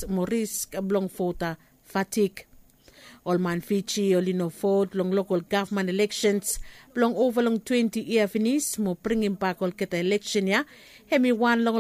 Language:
Bislama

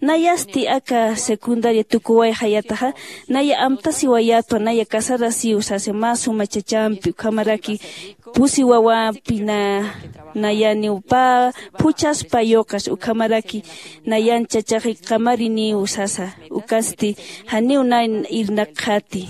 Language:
Aymara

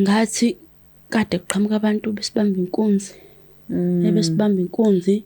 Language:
Zulu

